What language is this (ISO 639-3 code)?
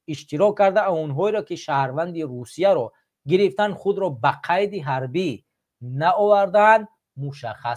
tgk